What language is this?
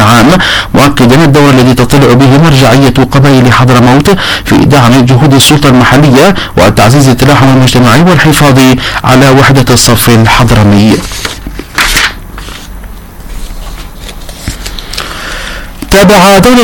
Arabic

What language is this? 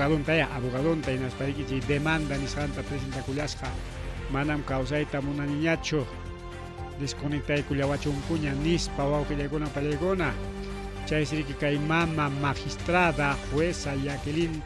Ayacucho Quechua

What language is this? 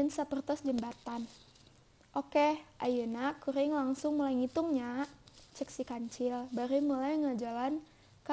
Sundanese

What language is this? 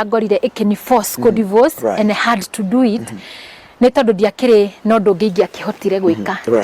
Kikuyu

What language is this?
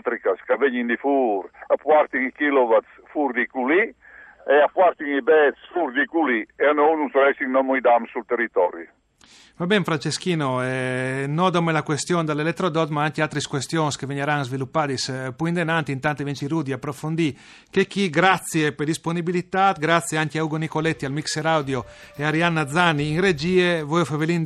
Friulian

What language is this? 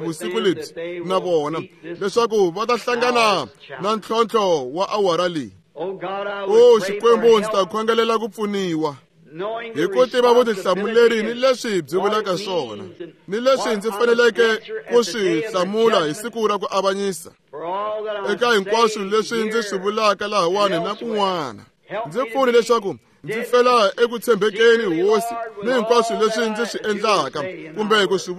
Tsonga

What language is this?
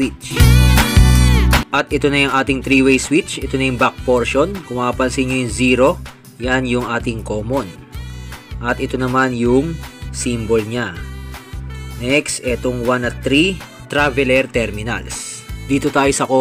Filipino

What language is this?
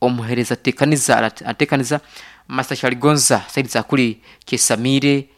Nyankole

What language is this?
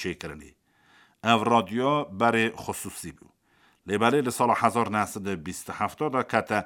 Kurdish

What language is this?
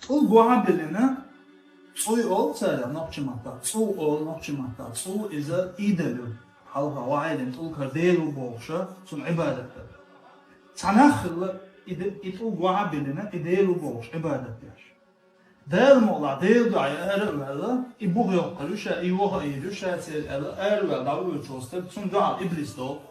Chechen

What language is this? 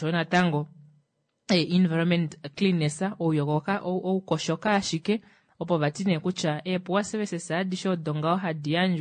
Kuanyama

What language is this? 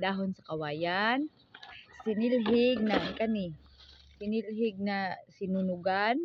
Cebuano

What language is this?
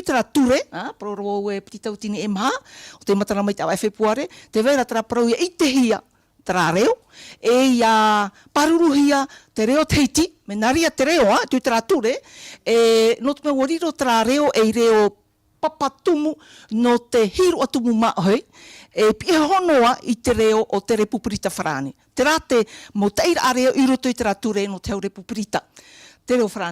Tahitian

